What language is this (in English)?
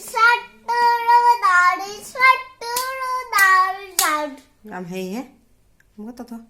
Manipuri